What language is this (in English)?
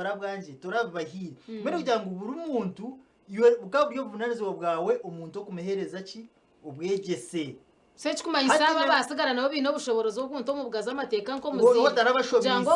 Nyankole